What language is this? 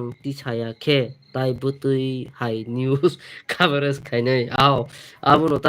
Kok Borok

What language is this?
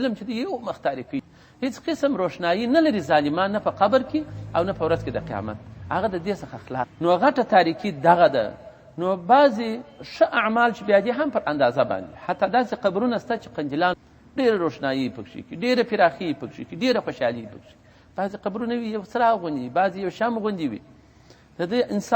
Pashto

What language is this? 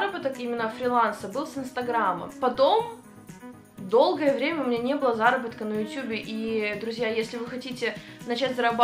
Russian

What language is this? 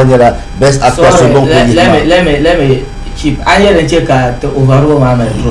Dagbani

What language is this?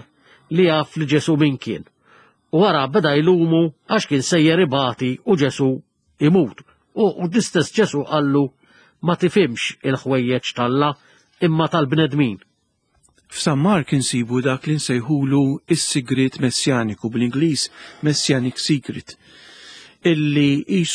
Maltese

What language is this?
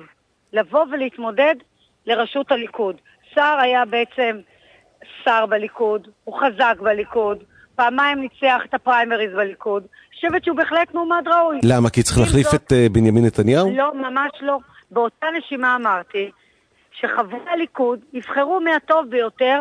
Hebrew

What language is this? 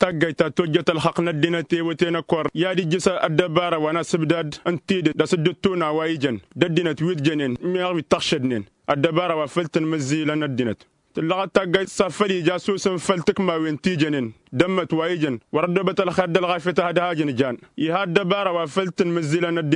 Tamasheq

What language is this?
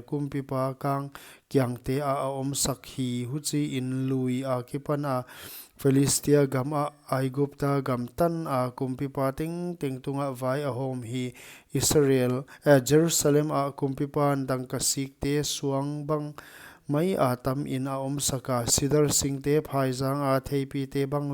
Paite Chin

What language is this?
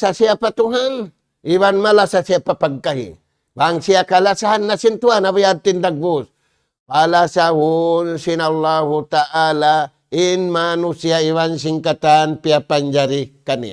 Tausug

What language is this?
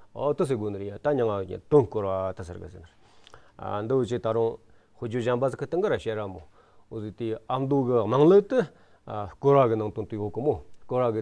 Amdo Tibetan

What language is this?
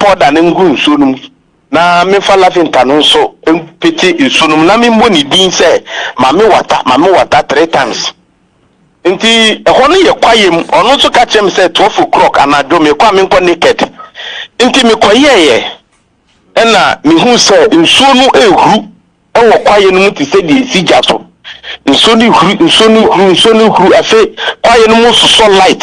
Akan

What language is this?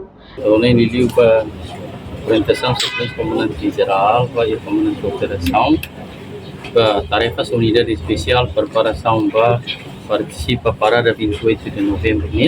Tetum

